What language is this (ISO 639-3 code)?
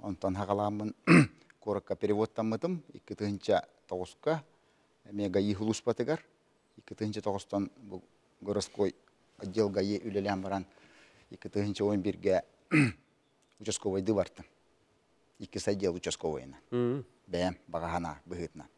sah